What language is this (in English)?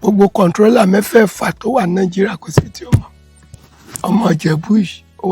Yoruba